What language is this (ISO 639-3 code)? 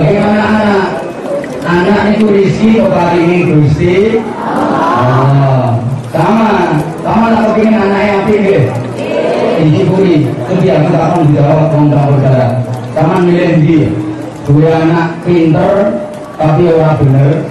jav